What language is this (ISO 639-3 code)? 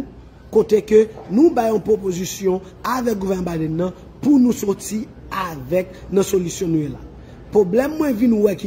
hat